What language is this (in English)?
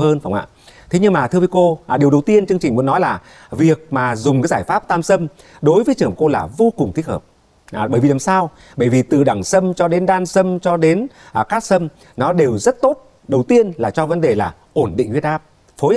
Vietnamese